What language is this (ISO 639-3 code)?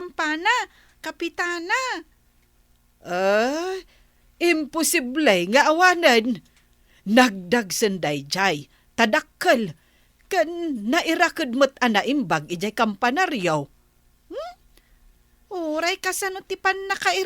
ilo